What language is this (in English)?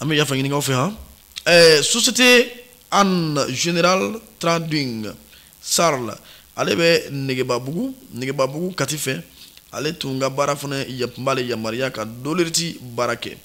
Bambara